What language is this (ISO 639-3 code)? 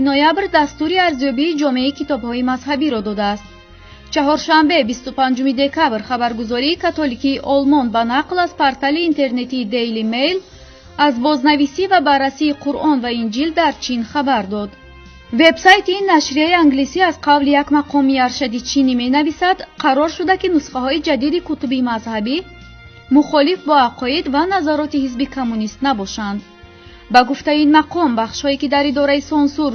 tgk